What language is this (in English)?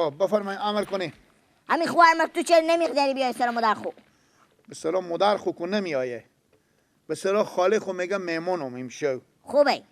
Persian